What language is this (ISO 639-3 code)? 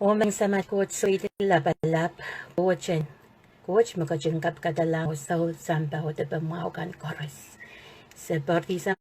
pon